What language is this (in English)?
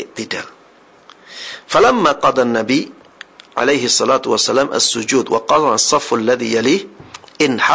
Indonesian